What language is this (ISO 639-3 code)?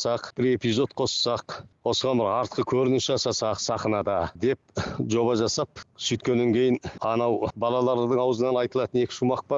kaz